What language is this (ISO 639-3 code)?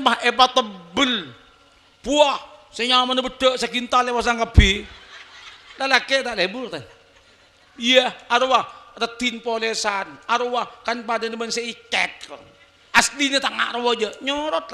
mad